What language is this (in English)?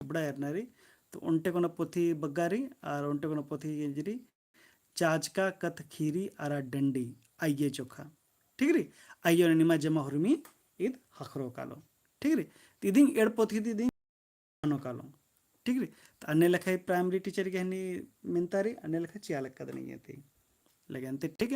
Kurukh